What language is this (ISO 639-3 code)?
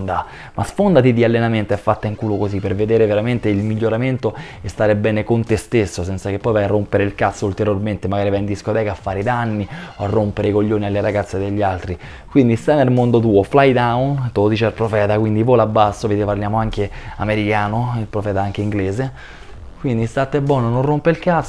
ita